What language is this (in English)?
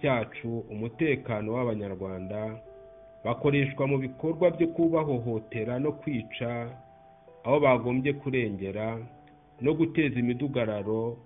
Kinyarwanda